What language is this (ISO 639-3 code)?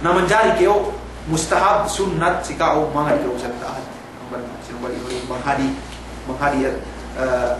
yka